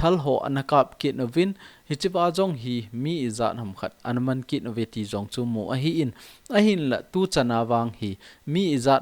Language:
Thado Chin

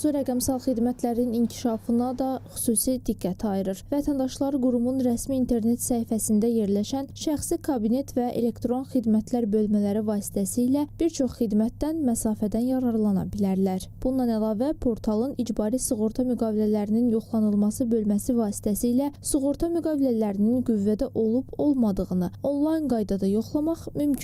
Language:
Azerbaijani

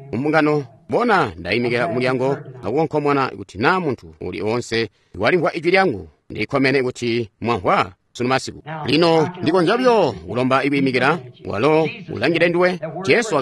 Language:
Tonga (Zambia)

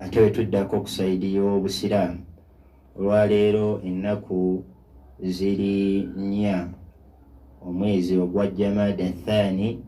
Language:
Ganda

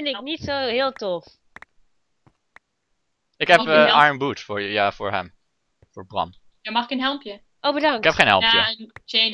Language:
Dutch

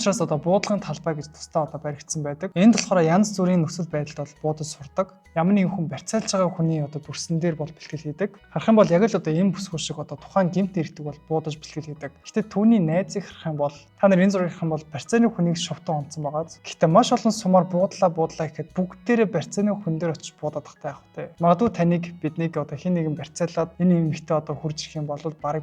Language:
Mongolian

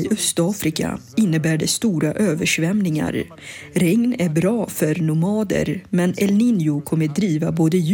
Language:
Swedish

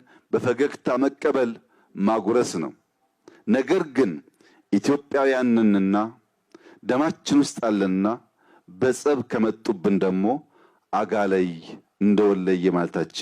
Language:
Amharic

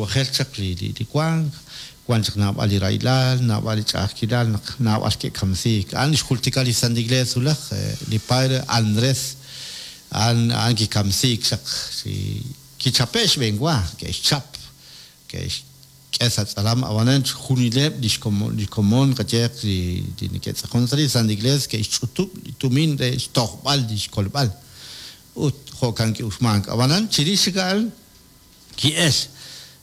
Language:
Kekchí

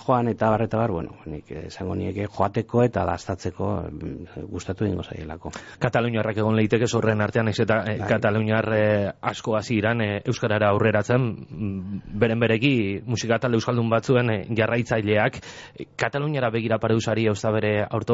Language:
Basque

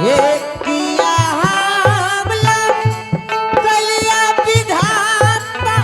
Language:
Angika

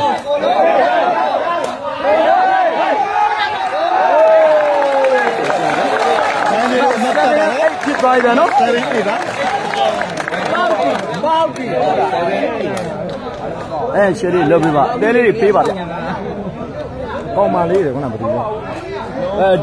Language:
Burmese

